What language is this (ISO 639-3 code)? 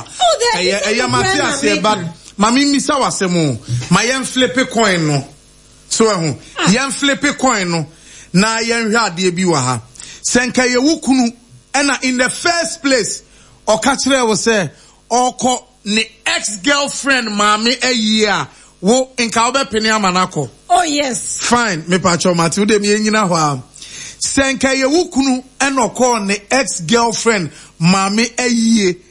aka